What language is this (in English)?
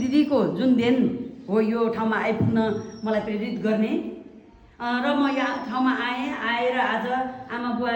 Nepali